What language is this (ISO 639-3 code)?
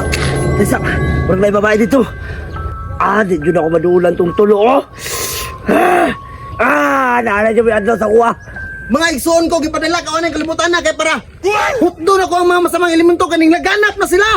ceb